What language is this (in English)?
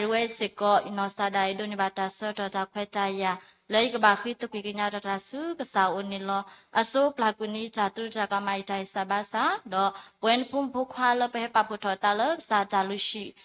S'gaw Karen